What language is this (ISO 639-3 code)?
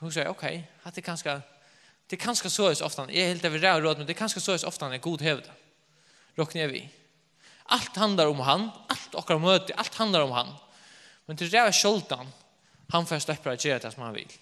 fao